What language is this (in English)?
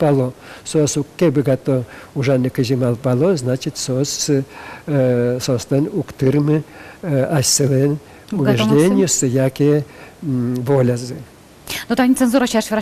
Udmurt